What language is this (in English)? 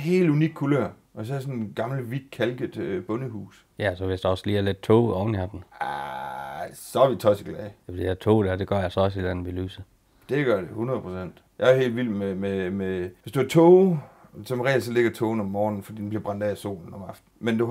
Danish